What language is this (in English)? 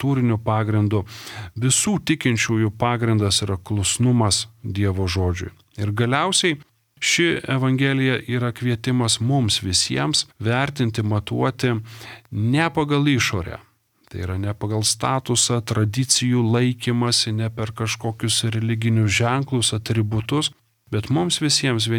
Lithuanian